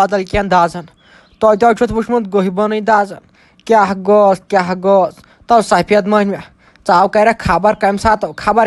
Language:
Kashmiri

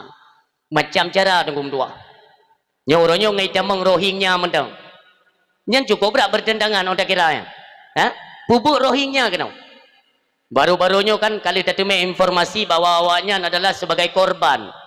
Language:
Achinese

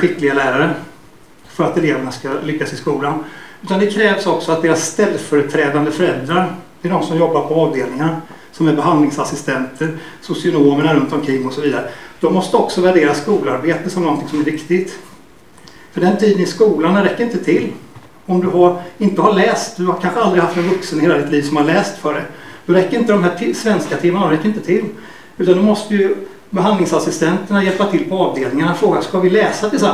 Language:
Swedish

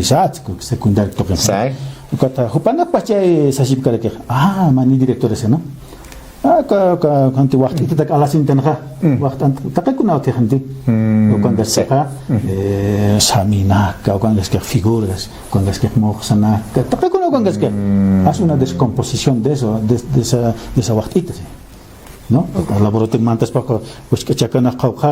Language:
Aymara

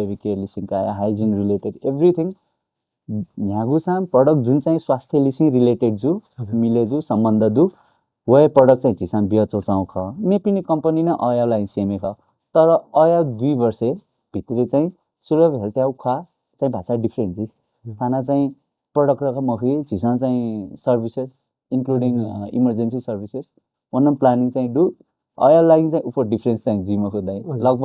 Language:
Newari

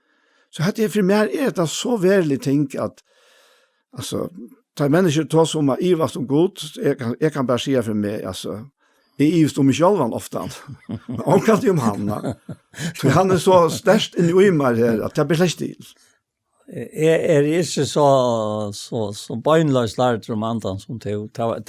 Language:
Faroese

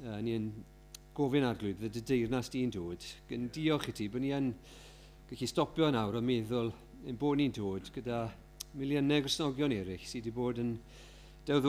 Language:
Welsh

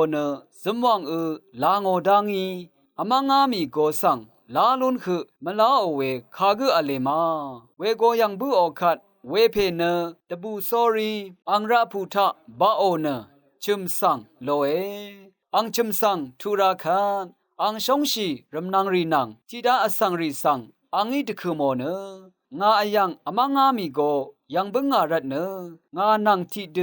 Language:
Rawang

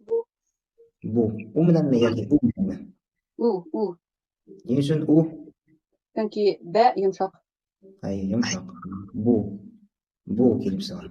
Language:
Bashkir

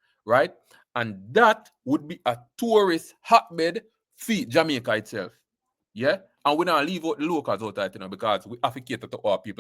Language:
Jamaican Creole English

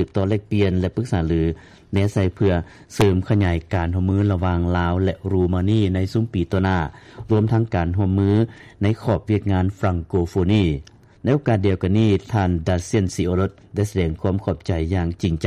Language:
Lao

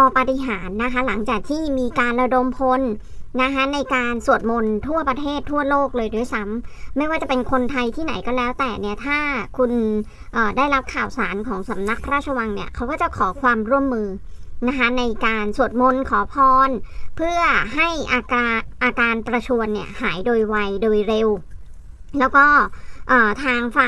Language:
Thai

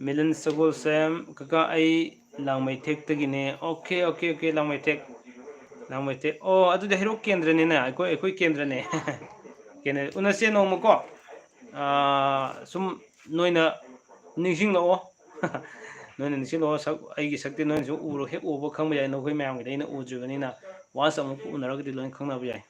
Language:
Manipuri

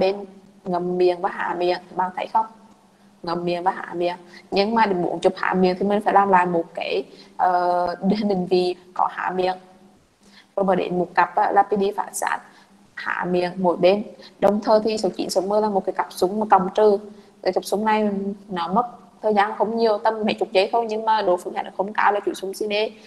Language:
Vietnamese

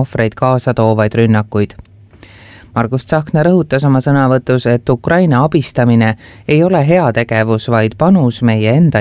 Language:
Estonian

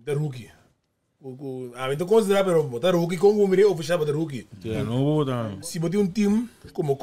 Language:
Papiamento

